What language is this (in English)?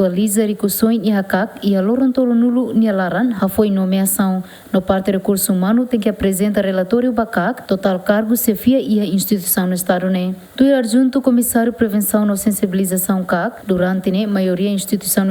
Tetum